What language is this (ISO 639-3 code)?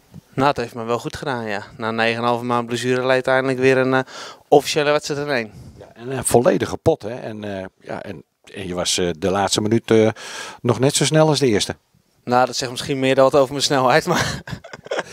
nld